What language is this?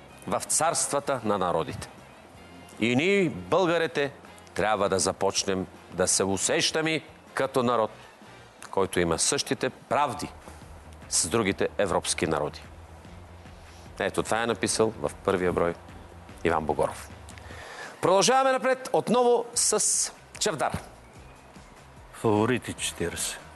Bulgarian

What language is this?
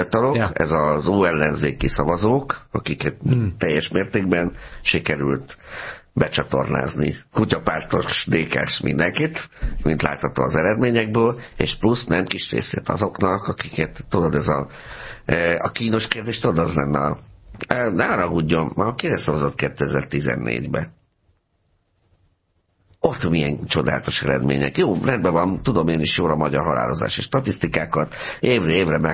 Hungarian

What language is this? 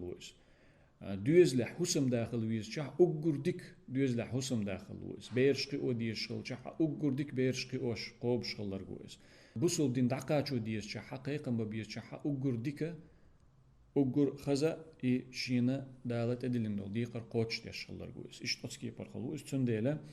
Chechen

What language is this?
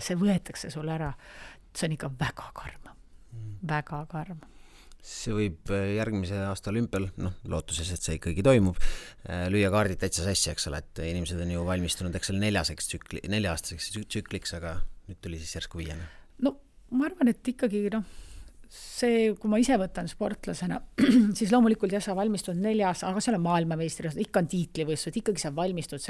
Estonian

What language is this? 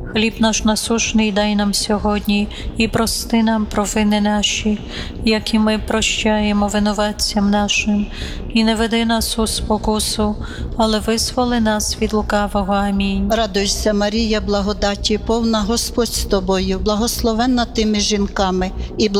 Ukrainian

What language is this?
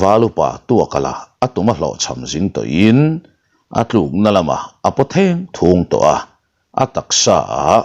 Mizo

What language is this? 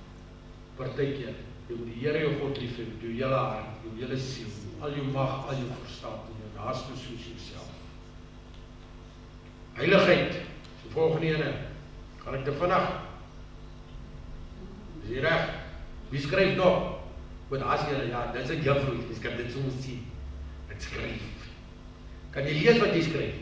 Afrikaans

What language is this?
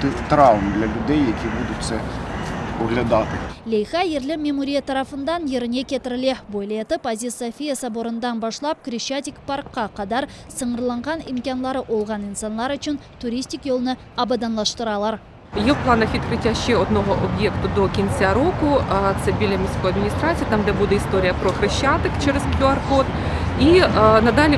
Crimean Tatar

